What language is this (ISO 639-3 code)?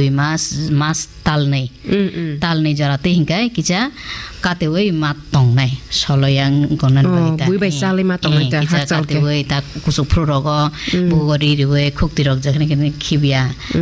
trp